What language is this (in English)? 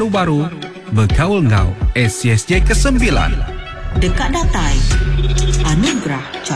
Iban